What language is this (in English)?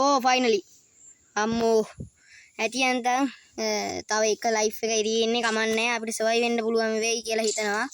Sinhala